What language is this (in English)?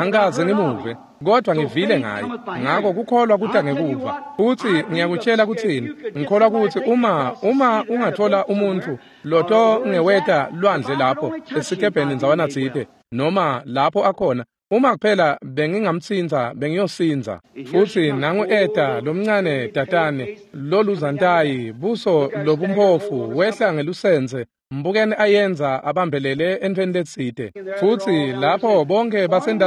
Swati